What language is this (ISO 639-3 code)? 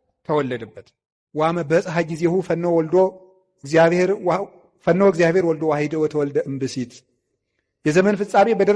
amh